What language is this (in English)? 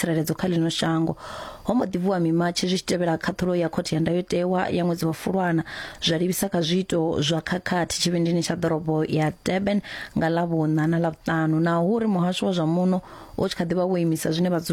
Venda